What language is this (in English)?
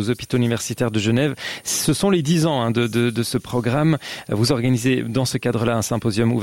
French